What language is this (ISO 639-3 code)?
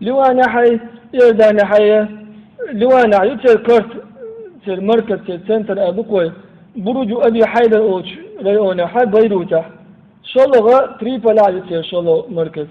che